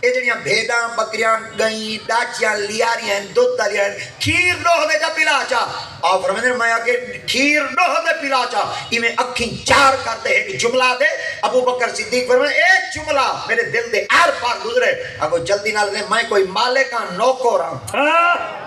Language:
Saraiki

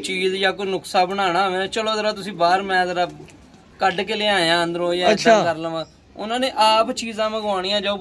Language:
Punjabi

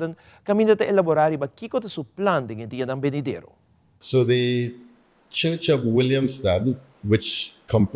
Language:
Papiamento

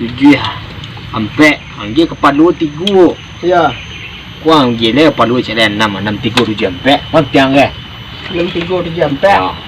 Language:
Minangkabau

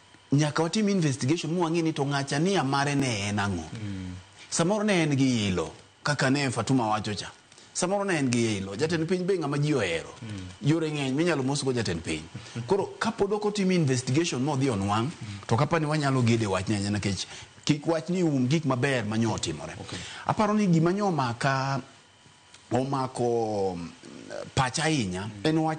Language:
Luo (Kenya and Tanzania)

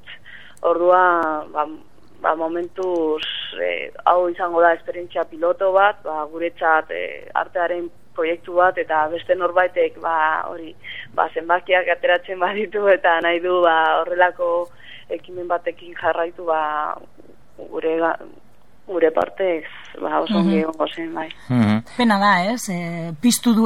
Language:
Basque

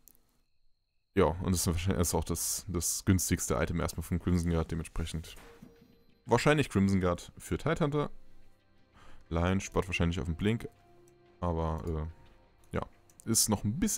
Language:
German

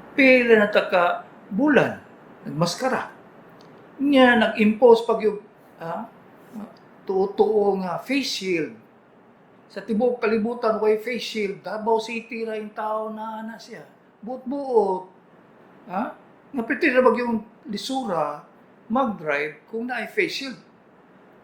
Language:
Cebuano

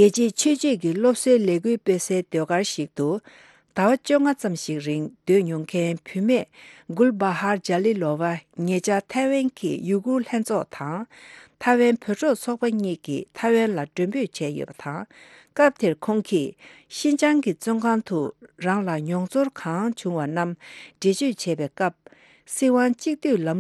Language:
Tibetan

